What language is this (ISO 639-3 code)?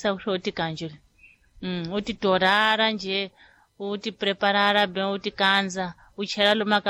tso